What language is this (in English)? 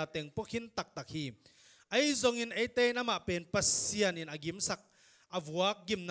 Tedim Chin